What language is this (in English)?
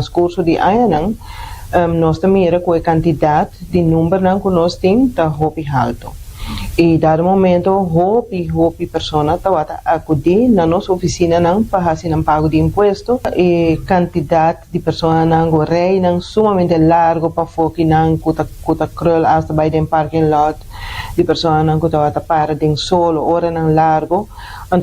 Papiamento